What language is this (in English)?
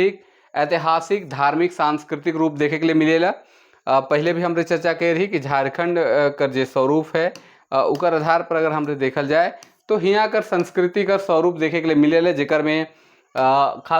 Sadri